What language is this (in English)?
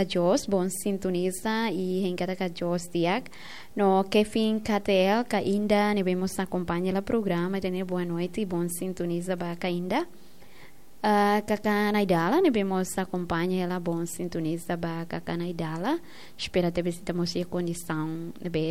Tetum